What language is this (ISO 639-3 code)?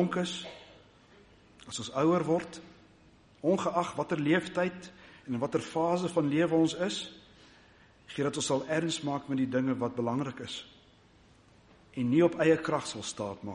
afr